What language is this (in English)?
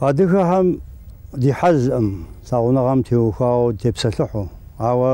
Kabardian